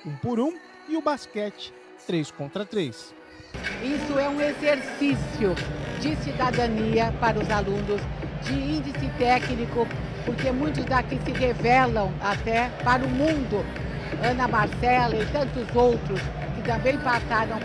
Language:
Portuguese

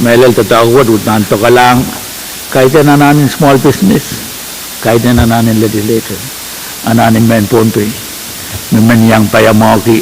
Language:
Pohnpeian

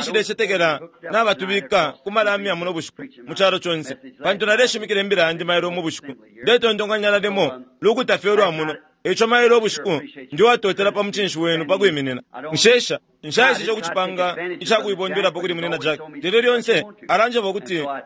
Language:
Bemba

